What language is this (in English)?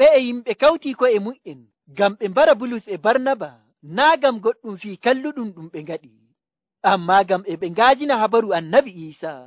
Nigerian Fulfulde